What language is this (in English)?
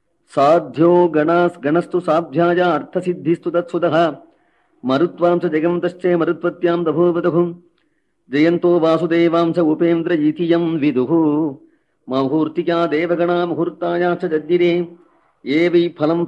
Sanskrit